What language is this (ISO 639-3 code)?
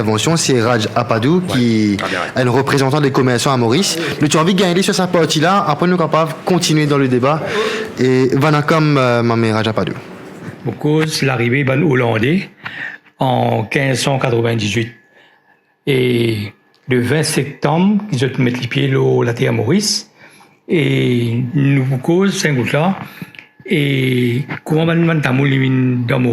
mfe